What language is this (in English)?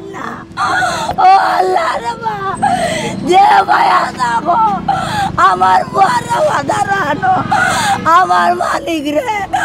Sylheti